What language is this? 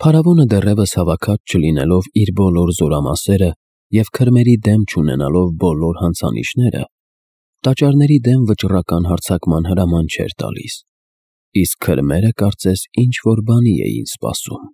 Armenian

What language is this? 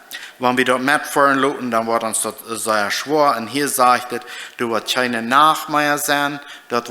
Plautdietsch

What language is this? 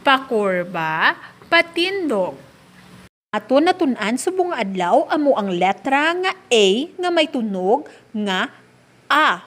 Hiligaynon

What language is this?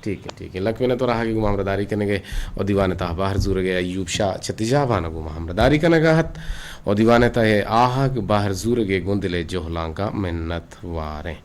Eastern Balochi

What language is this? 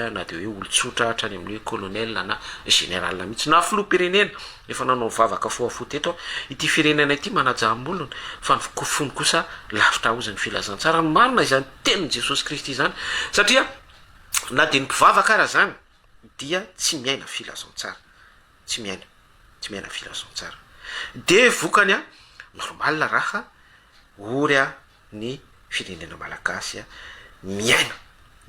Malagasy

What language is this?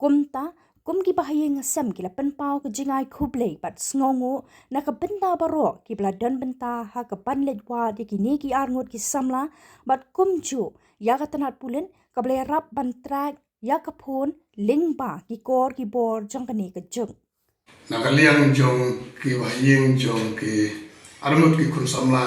Khasi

